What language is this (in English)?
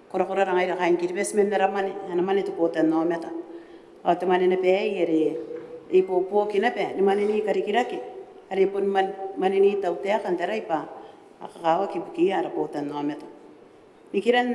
Gilbertese